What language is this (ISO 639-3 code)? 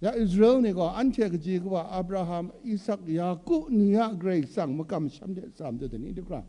kac